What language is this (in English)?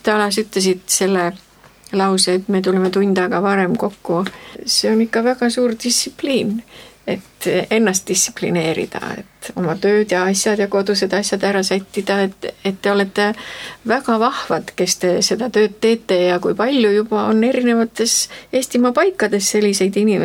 Estonian